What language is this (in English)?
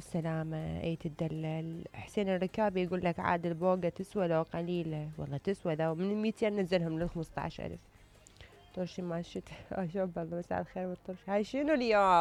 Mesopotamian Arabic